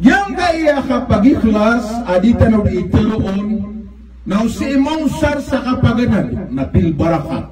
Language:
Maranao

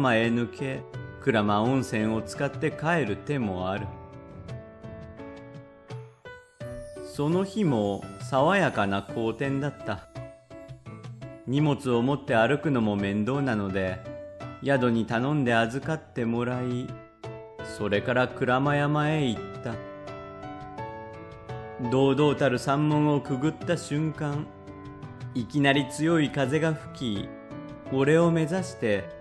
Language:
Japanese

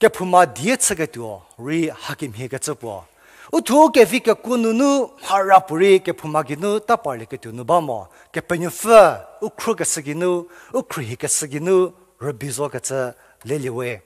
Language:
Angami Naga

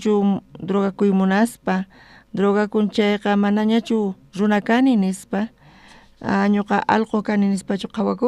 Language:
South Bolivian Quechua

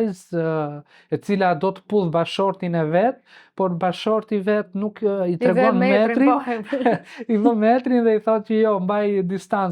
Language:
Albanian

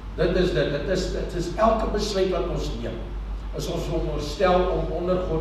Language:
Afrikaans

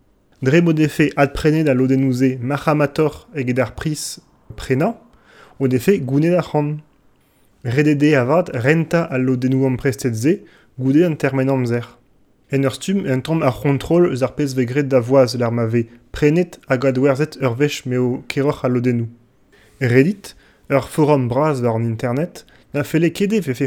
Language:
Breton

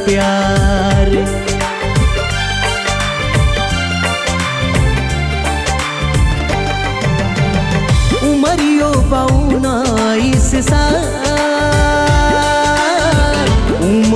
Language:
Bhojpuri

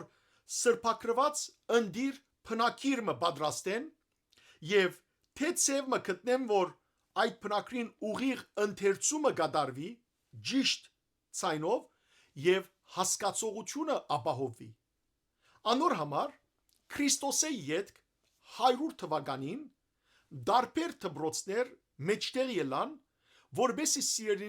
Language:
Western Armenian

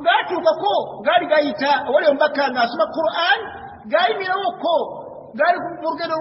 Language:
Ganda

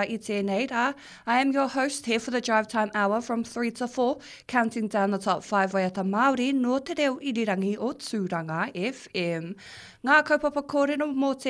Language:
Māori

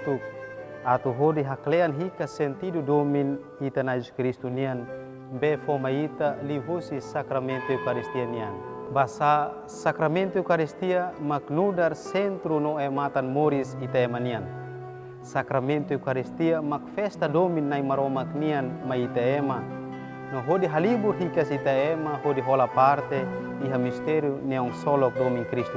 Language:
Tetum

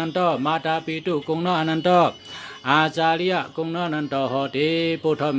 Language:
Shan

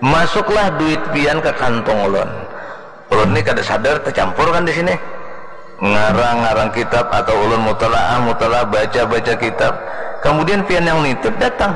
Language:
Banjar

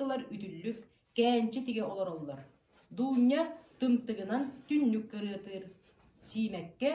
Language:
Yakut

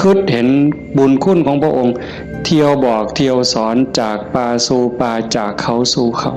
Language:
Northeastern Thai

